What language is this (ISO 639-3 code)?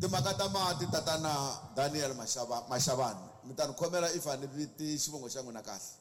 tso